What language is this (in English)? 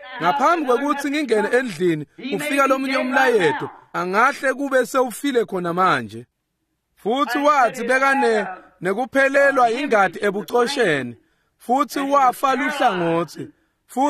Swati